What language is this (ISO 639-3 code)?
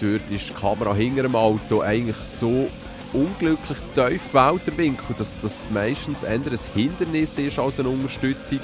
gsw